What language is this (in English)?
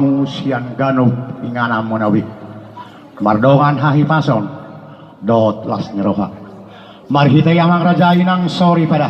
Batak Toba